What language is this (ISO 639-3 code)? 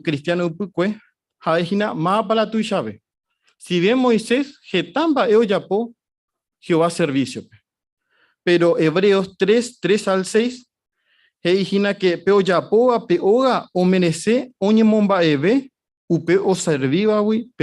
grn